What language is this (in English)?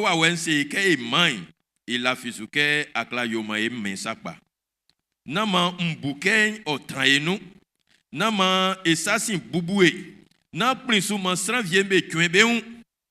Baoulé